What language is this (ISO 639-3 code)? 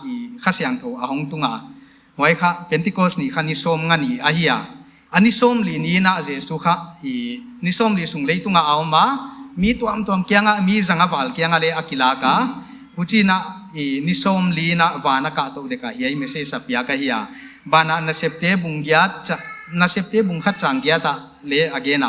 pck